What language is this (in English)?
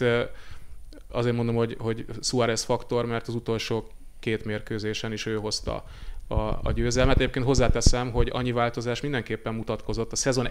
Hungarian